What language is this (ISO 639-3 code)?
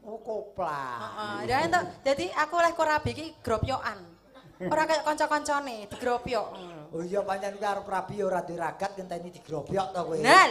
jav